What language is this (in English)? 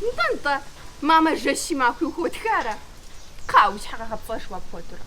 Kabardian